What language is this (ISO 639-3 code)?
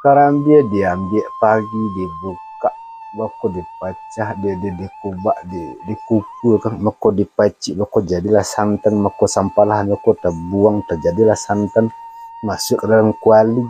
min